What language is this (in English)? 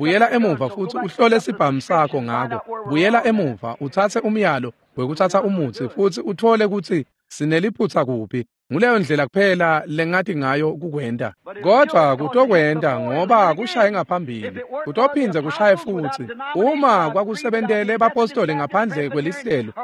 Swati